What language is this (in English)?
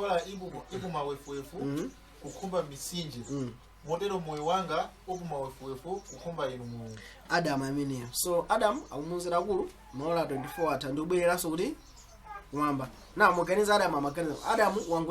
Nyanja